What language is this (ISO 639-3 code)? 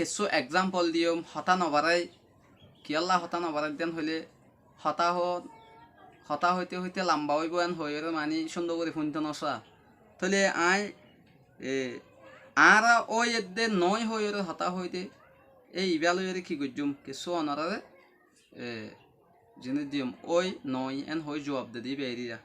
rhg